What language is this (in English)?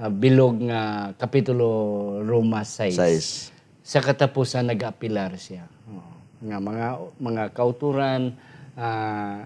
Hiligaynon